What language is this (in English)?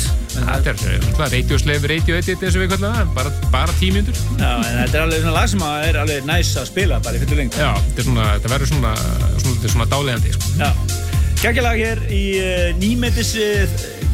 Icelandic